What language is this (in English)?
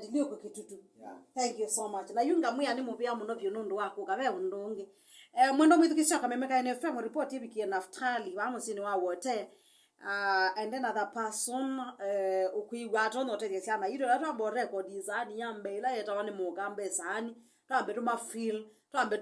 Kamba